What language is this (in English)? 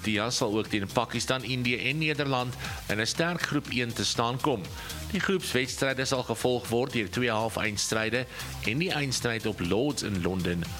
Afrikaans